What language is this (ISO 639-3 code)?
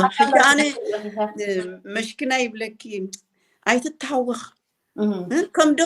tir